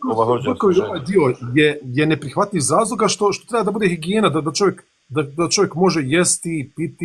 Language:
Bosnian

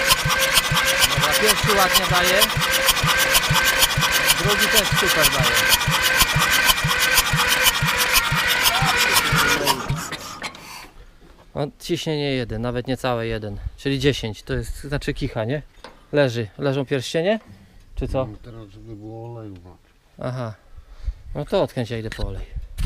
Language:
Polish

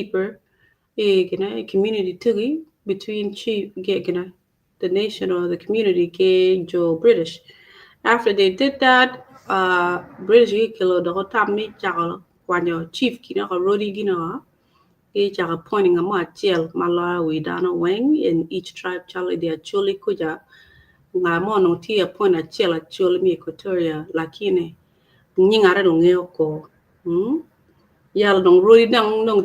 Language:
Acoli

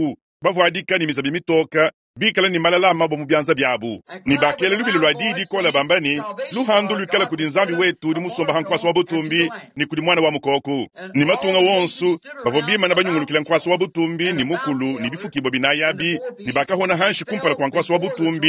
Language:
Luba-Lulua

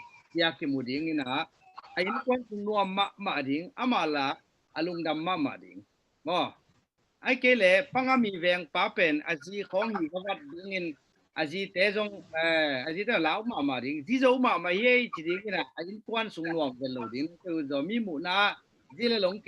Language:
Tedim Chin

